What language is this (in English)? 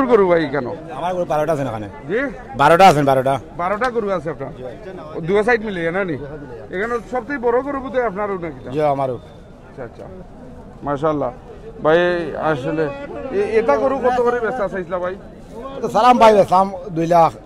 Sylheti